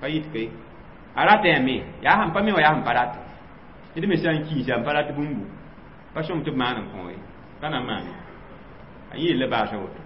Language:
Mossi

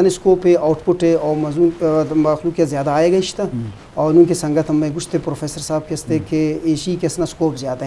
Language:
Eastern Balochi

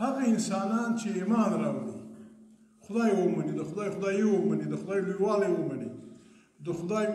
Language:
Pashto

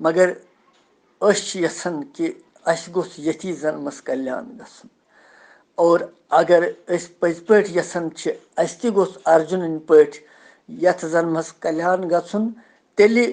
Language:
Kashmiri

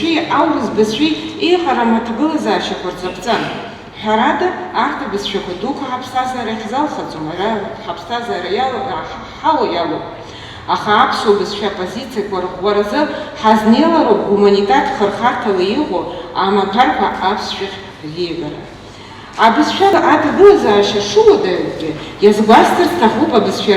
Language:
Abkhazian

